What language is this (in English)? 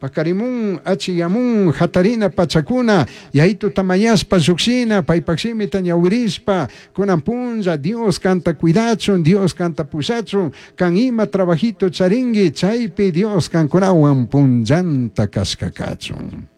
Chimborazo Highland Quichua